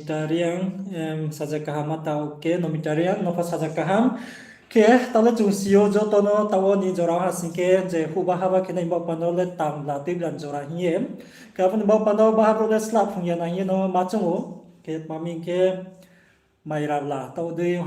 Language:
Riang (India)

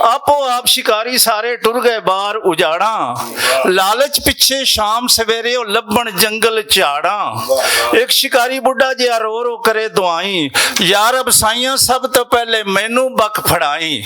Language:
Western Panjabi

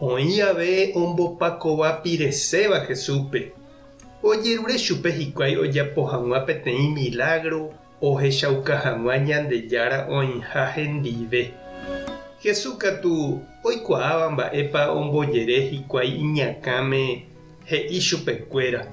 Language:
Guarani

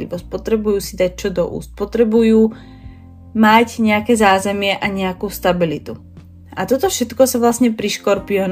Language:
Slovak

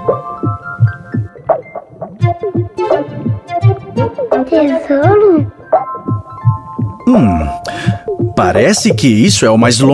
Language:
Portuguese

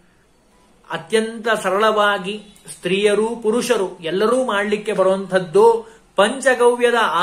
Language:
Kannada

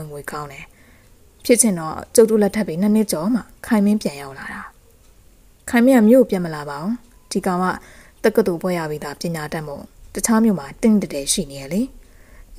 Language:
Burmese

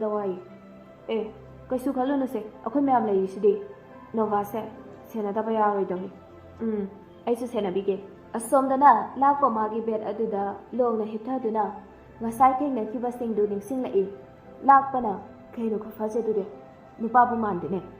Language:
Manipuri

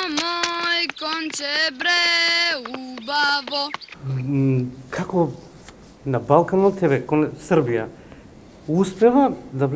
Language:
Macedonian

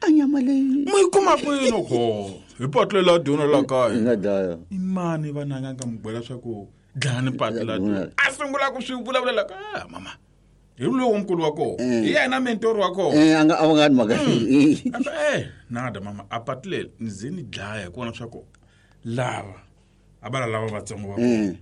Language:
Tsonga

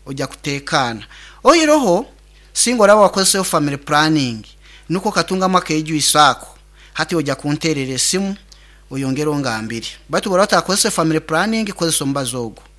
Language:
Nyoro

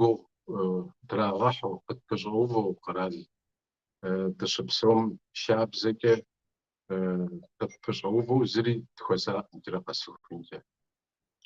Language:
Kabardian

